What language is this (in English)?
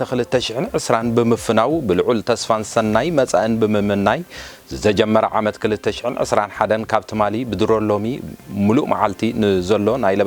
Tigrinya